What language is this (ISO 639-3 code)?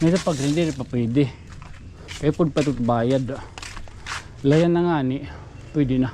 war